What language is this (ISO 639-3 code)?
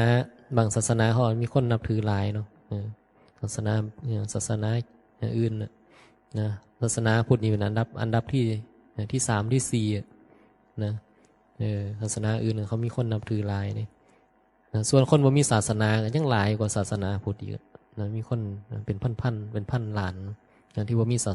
tts